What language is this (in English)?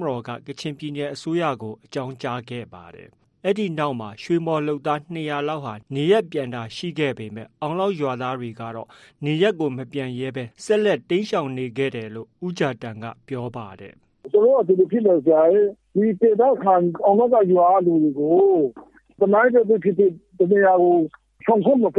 Burmese